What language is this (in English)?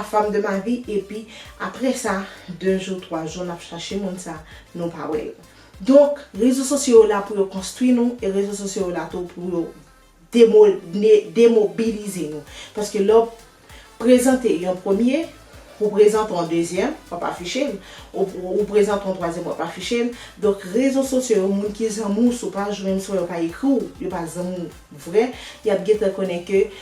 Haitian Creole